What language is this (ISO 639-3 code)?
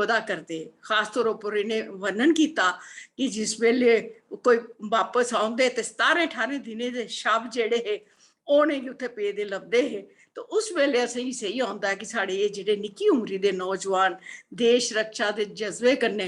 doi